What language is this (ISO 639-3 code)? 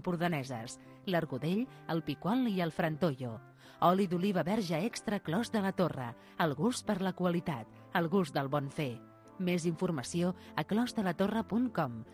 cat